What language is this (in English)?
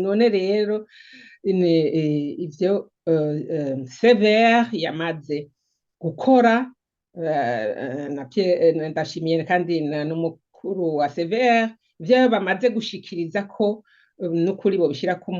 Rundi